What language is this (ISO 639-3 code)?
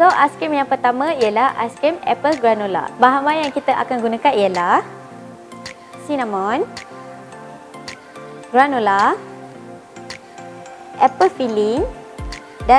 msa